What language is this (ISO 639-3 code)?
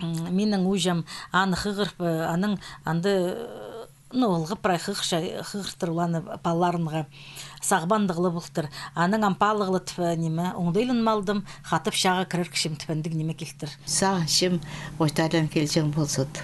kjh